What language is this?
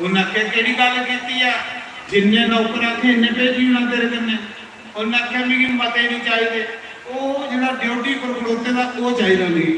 Dogri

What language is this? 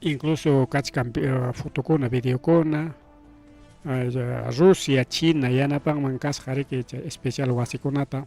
Ayacucho Quechua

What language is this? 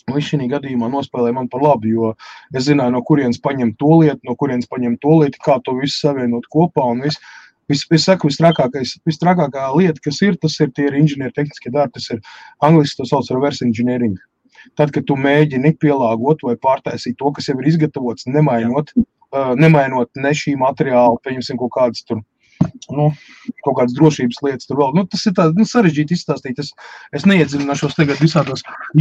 Latvian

